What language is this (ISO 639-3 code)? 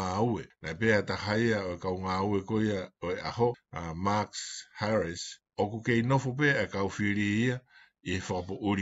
ton